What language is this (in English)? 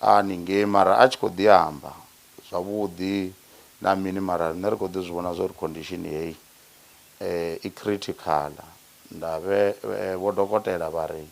Venda